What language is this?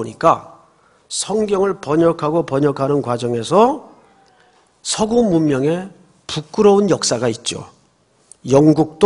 Korean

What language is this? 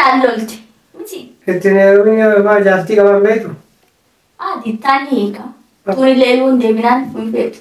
Oromo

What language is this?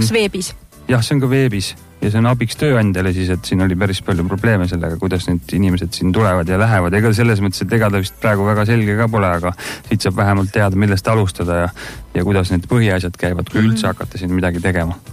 Estonian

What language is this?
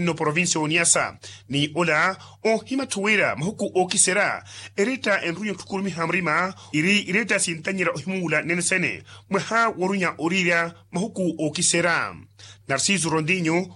Makhuwa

